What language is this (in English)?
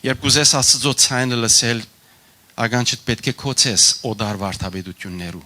Western Armenian